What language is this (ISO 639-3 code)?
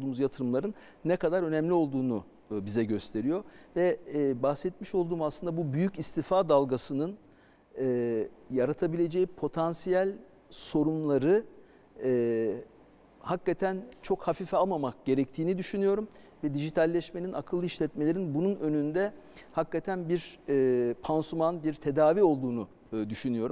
tur